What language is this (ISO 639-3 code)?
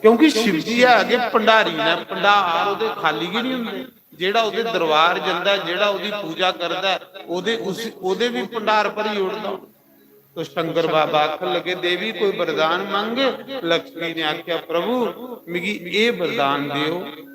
doi